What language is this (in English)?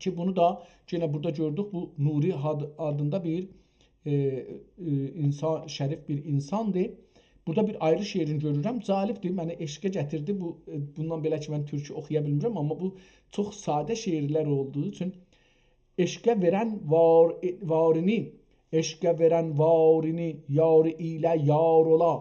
South Azerbaijani